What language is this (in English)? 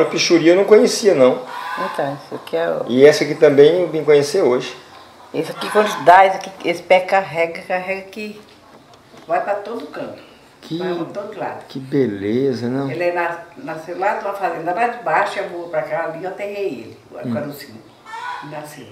Portuguese